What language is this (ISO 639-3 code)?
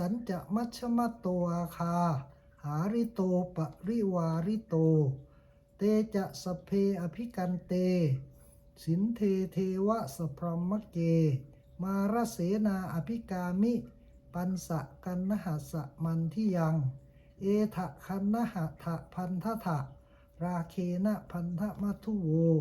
pli